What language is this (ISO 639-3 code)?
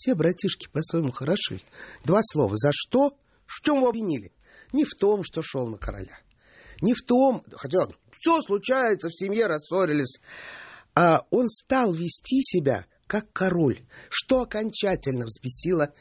rus